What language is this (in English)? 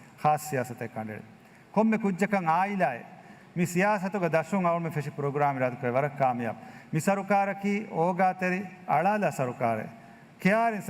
Divehi